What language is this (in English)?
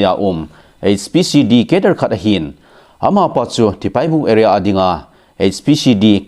Thado Chin